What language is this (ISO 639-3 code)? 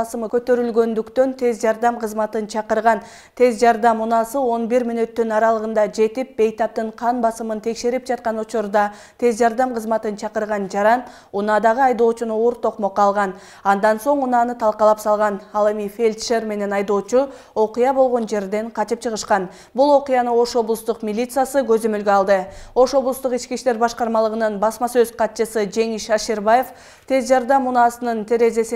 kir